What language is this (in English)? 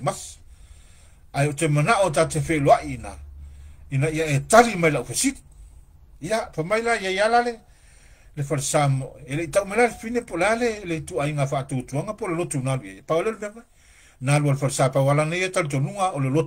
Samoan